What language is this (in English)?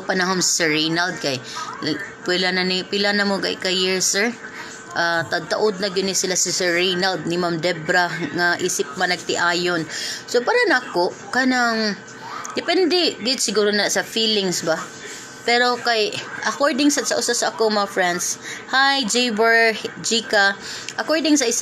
Cebuano